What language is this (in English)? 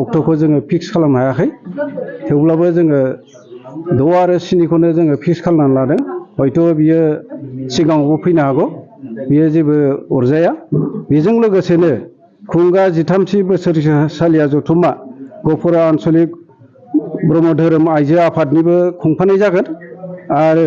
Bodo